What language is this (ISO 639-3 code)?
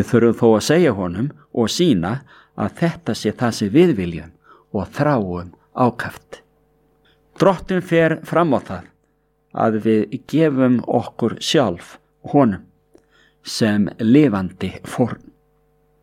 isl